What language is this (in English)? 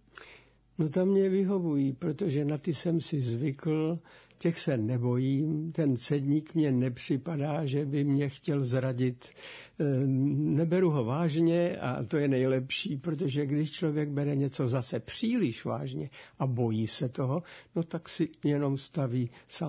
Czech